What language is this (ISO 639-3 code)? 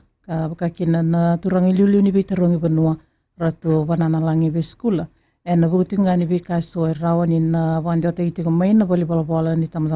fij